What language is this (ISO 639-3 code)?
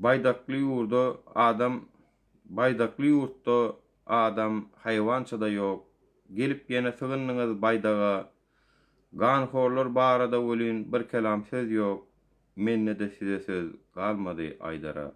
tuk